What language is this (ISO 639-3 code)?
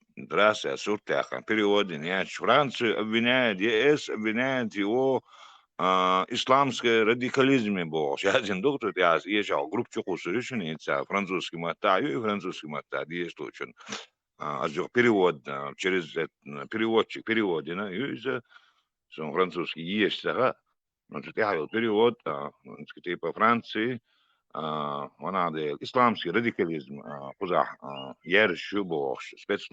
che